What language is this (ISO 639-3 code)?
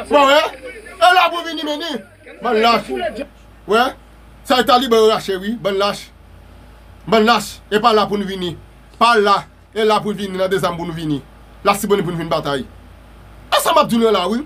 hat